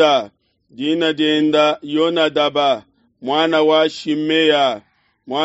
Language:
Luba-Lulua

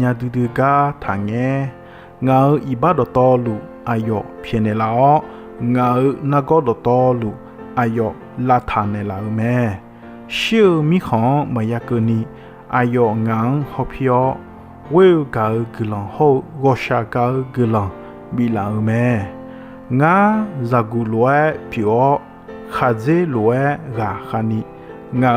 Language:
Akha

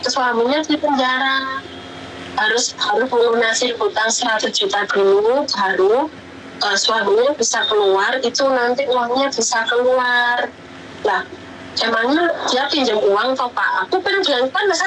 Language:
Indonesian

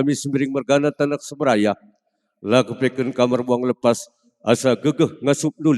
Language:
Batak Karo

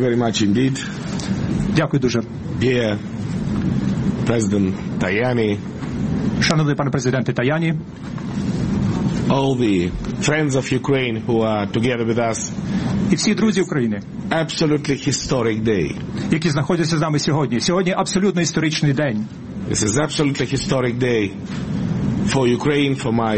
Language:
Ukrainian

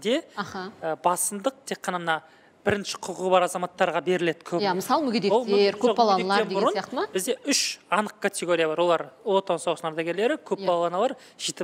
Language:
Kazakh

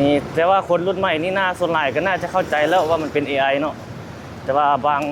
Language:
Lao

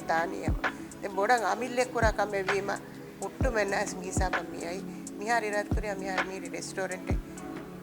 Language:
Divehi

